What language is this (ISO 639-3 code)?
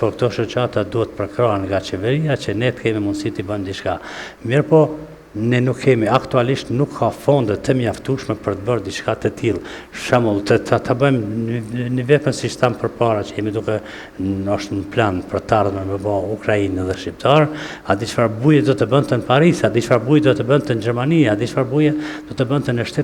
sqi